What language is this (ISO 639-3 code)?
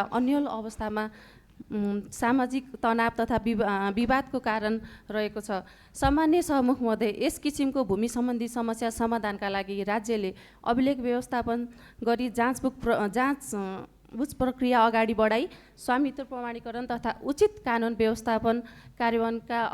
nep